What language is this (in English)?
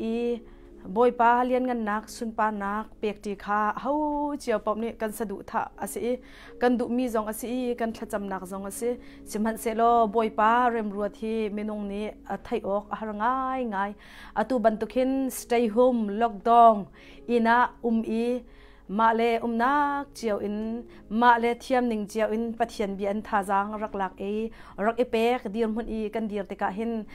Hakha Chin